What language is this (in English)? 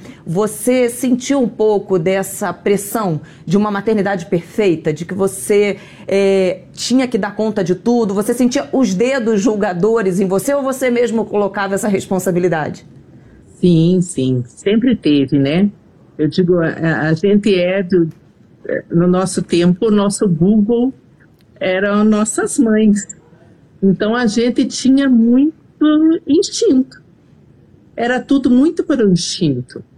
Portuguese